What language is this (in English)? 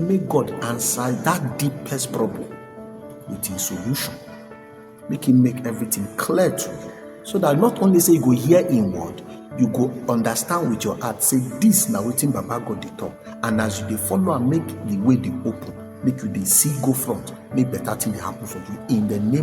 Nigerian Pidgin